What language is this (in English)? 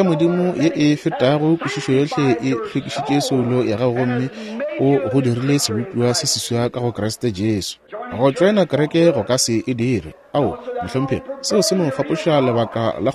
Northern Sotho